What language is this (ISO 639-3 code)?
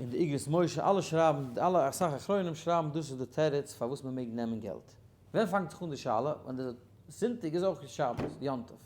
yid